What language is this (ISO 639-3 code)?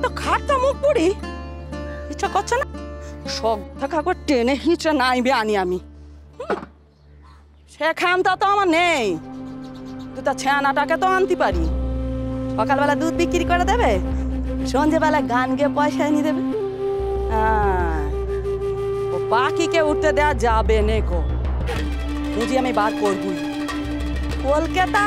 ben